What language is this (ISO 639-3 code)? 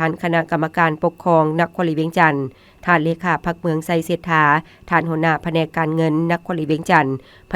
lao